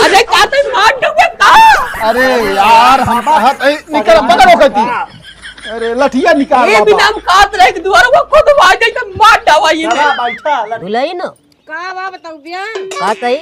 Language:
Awadhi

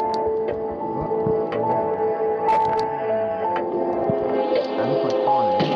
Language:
Thai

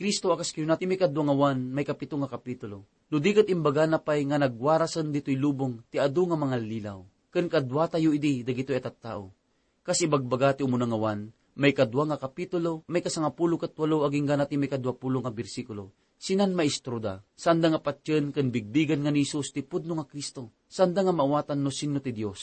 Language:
Iloko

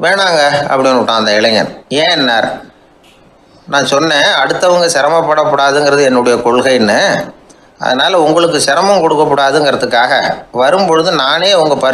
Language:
Tamil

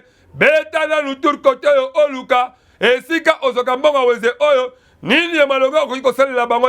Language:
Lingala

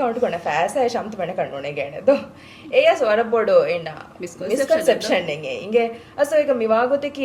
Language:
Divehi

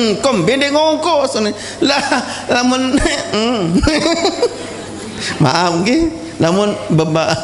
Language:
Sasak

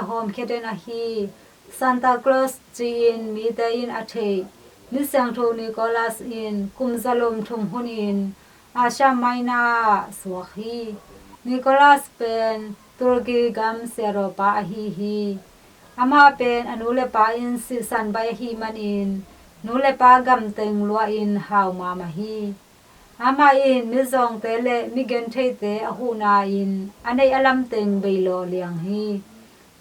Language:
Tedim Chin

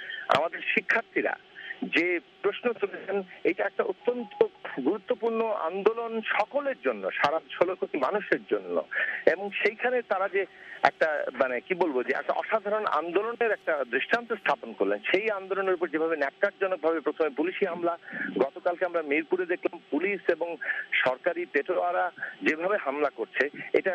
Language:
Bangla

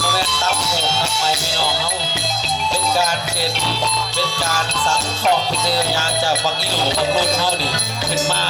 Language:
Northeastern Thai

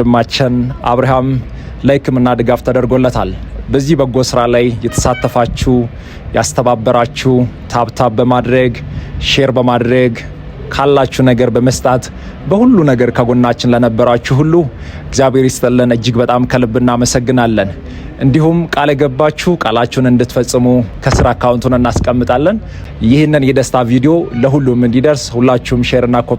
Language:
Amharic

